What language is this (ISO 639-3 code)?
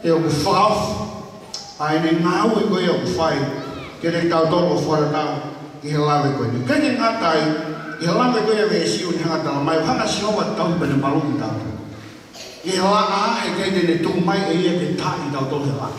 ton